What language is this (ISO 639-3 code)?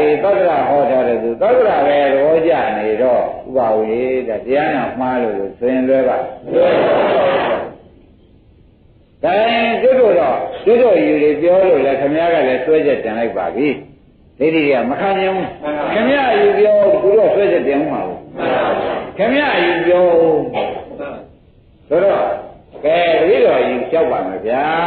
mya